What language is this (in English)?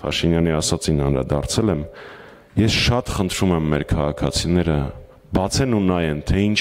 Armenian